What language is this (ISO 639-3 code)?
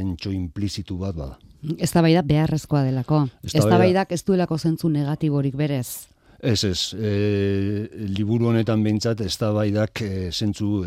eus